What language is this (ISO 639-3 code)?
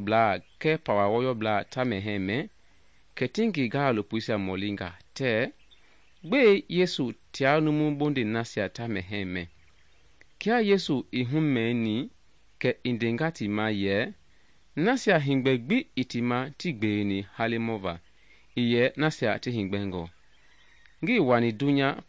men